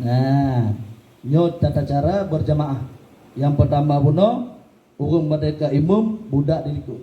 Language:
Achinese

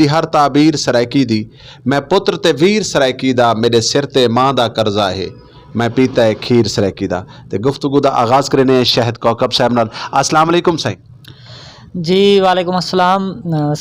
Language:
Saraiki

